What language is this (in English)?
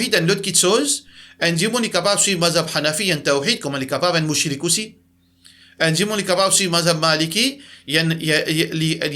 Morisyen